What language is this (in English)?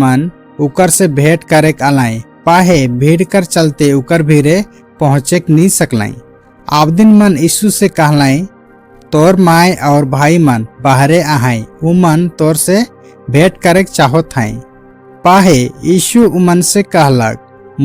Sadri